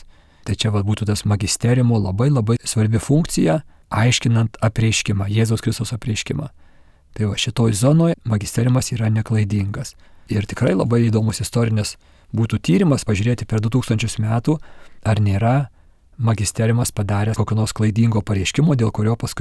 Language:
Lithuanian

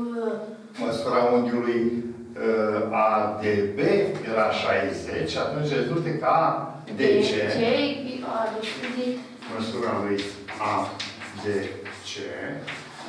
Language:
Romanian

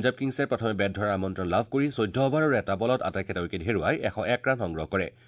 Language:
Assamese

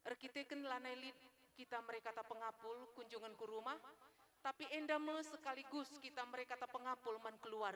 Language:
Batak Karo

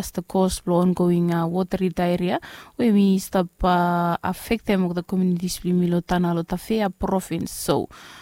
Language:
Bislama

